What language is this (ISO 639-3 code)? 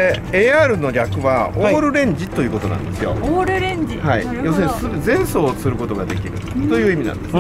jpn